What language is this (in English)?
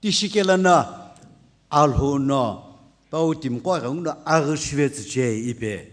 Sumi Naga